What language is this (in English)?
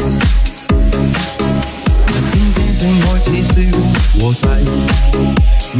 Chinese